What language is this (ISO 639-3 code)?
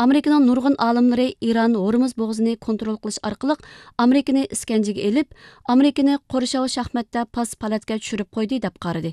uig